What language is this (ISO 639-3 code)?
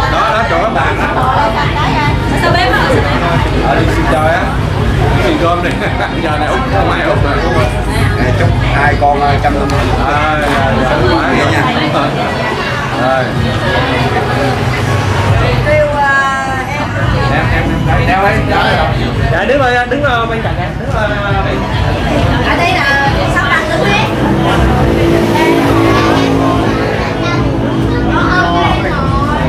vie